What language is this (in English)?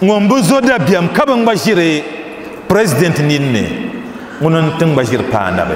Dagbani